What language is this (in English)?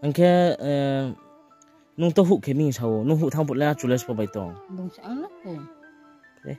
Riang (India)